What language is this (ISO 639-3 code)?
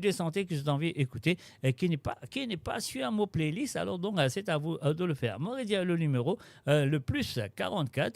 mfe